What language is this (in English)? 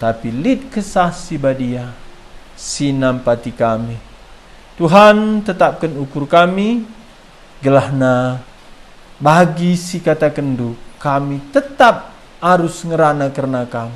Batak Karo